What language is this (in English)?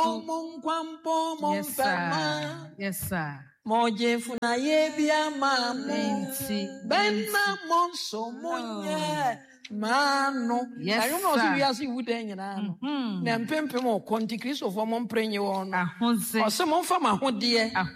Akan